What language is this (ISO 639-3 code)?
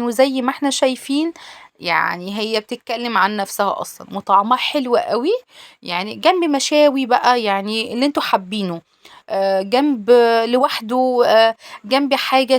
arz